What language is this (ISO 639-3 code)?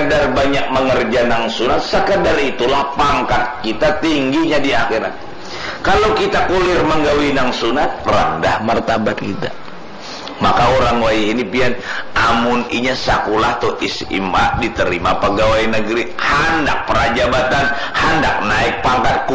bjn